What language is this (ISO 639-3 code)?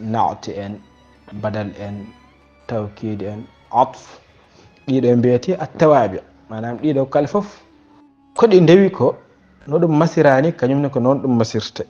ful